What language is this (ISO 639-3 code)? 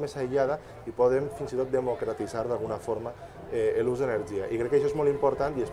cat